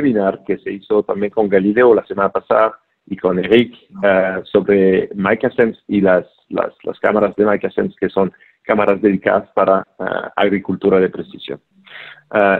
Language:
Spanish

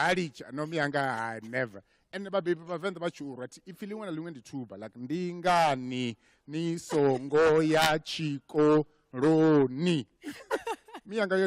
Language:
Venda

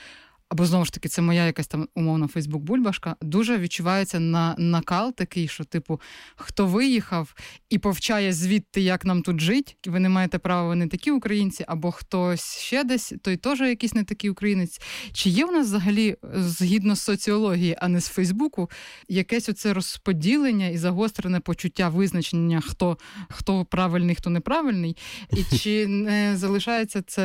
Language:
Ukrainian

